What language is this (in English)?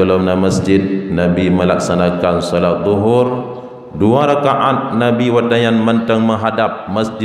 Achinese